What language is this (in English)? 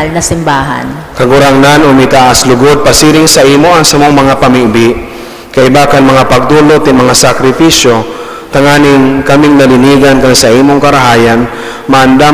Bikol